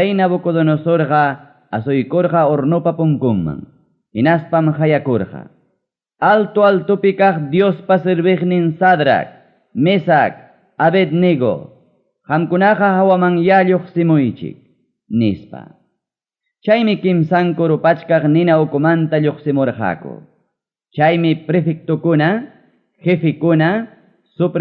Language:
Ayacucho Quechua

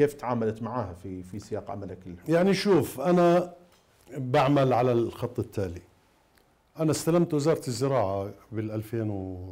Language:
Mesopotamian Arabic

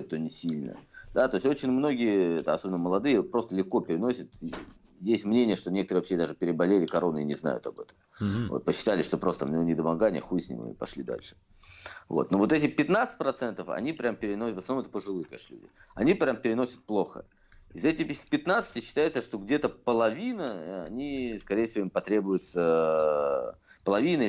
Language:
Russian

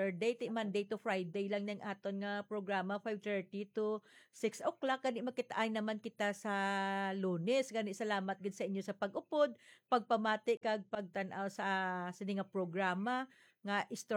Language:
Hiligaynon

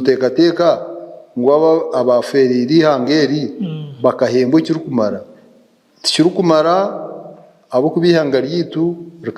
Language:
Nyankole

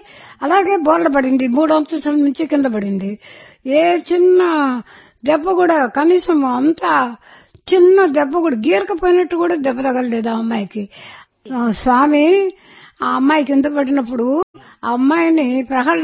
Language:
Telugu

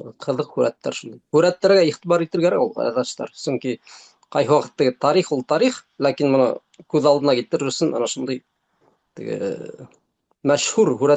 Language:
Bashkir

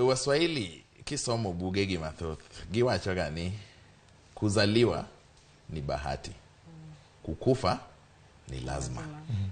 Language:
Luo (Kenya and Tanzania)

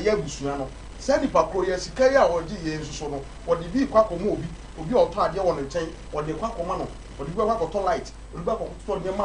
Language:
Akan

